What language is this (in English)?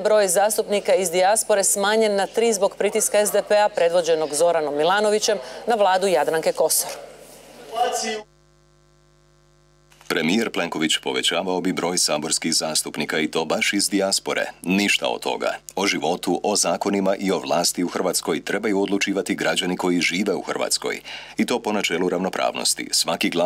Croatian